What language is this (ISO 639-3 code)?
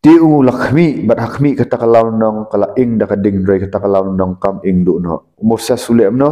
kha